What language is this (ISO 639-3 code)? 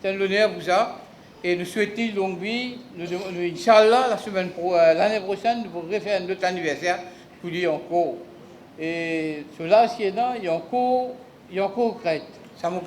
mfe